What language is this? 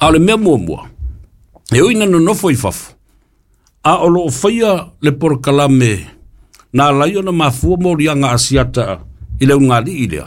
Samoan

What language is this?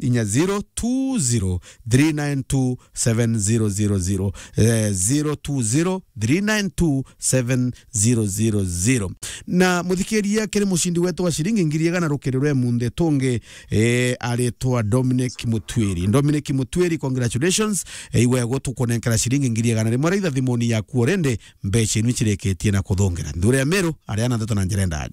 Meru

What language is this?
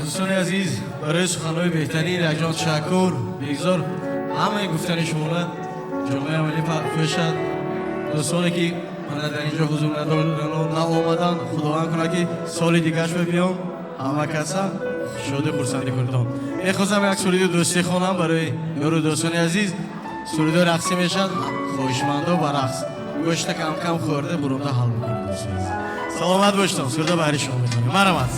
Tajik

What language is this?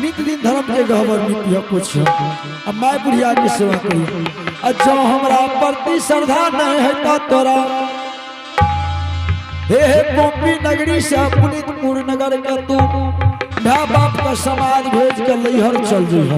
Angika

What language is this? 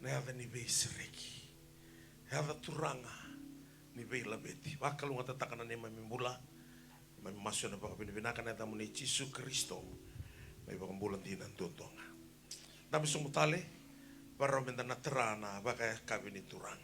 Fijian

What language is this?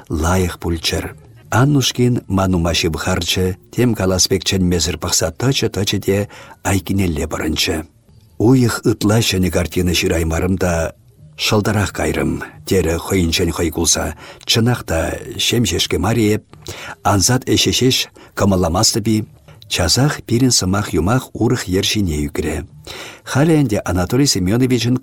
Chuvash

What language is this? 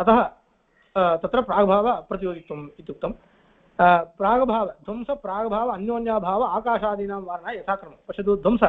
Sanskrit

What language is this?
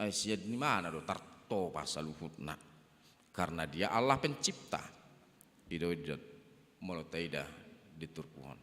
Batak Toba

